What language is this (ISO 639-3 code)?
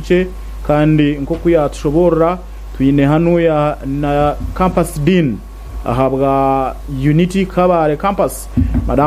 nyn